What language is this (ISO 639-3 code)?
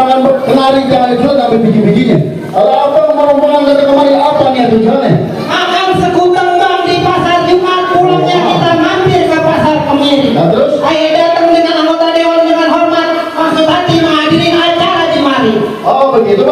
bew